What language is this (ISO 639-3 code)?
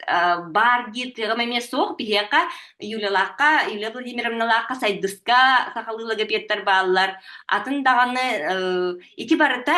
sah